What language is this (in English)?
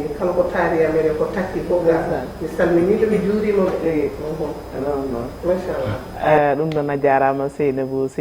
Fula